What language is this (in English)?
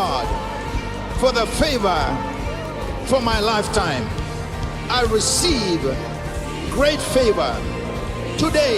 Fijian